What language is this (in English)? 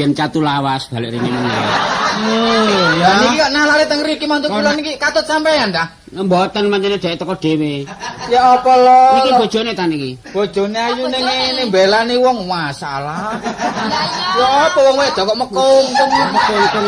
Javanese